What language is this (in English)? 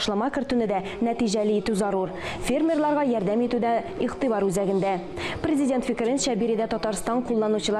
Tatar